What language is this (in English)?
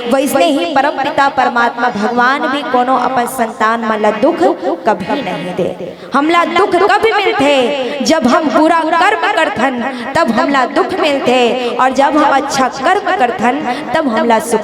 Chhattisgarhi